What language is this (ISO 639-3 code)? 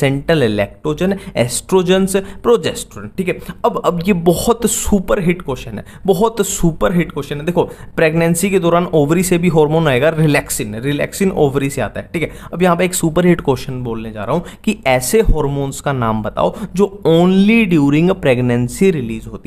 hin